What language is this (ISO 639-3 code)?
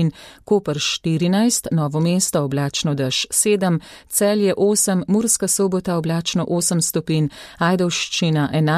slv